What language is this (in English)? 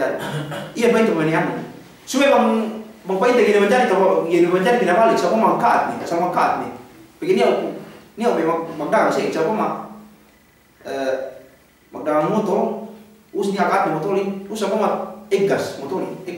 Yakan